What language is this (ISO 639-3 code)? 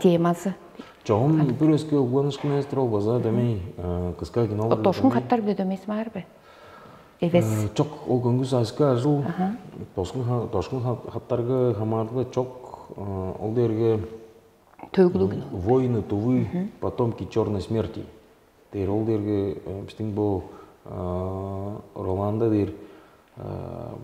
tyv